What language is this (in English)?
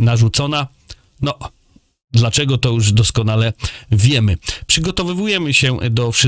Polish